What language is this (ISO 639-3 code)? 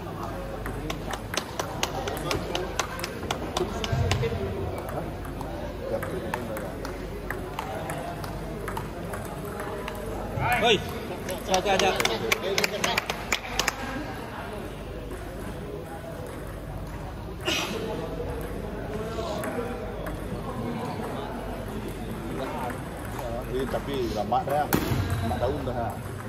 msa